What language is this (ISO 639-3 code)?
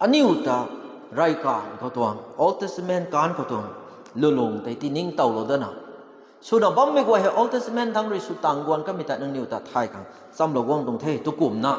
nbu